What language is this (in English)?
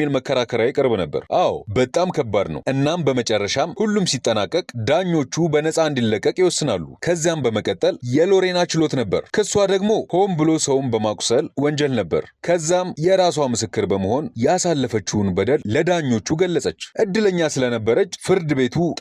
Amharic